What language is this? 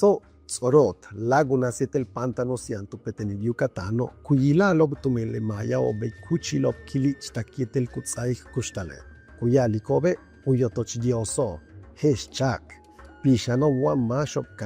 Yucateco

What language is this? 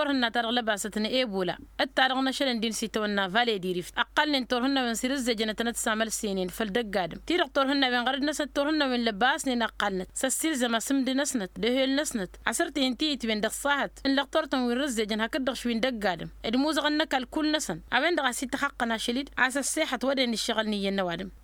Tamasheq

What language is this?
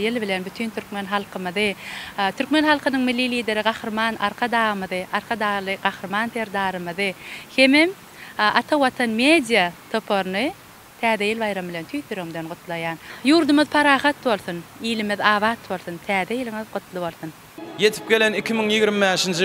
Turkmen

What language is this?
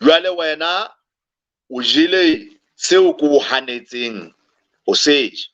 Southern Sotho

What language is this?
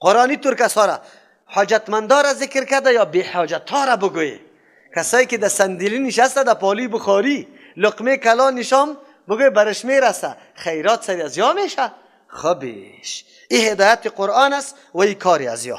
Persian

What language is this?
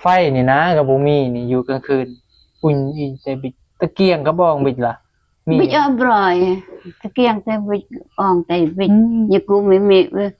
Northeastern Thai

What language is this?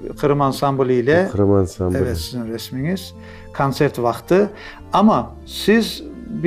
Crimean Tatar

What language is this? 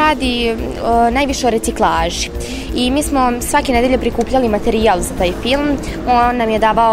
Serbian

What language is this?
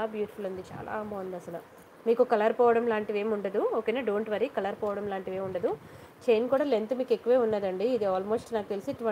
Telugu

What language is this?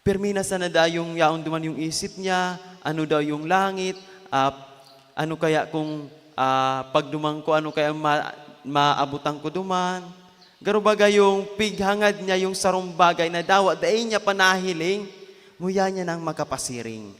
Bikol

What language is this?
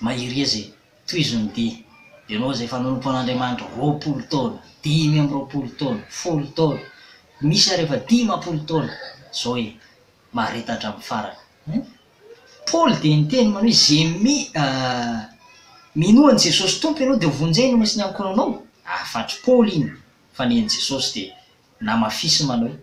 Malagasy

